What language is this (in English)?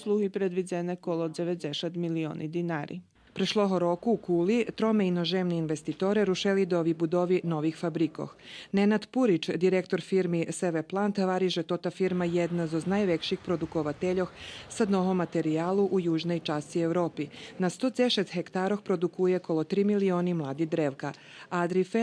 Rusyn